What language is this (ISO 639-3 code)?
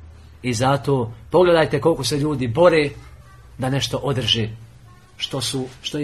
bos